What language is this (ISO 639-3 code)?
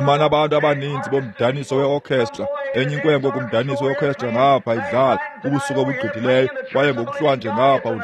xho